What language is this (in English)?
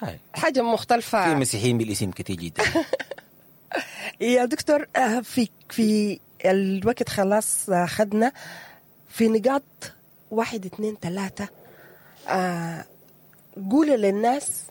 Sudanese Arabic